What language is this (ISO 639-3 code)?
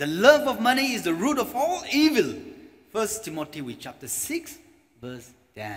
nmf